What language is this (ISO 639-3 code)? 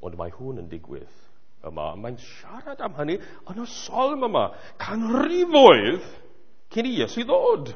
cym